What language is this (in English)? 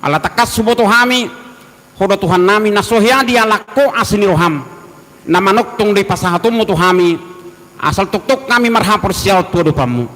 Batak Toba